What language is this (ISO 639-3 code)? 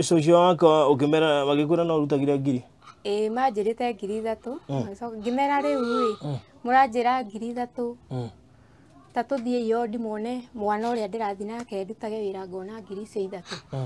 kik